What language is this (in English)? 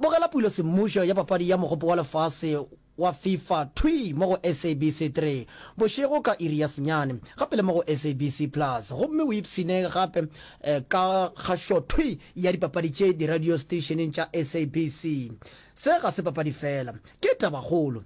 Northern Sotho